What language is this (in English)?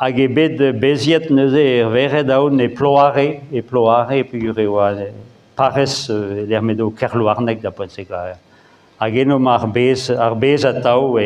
Breton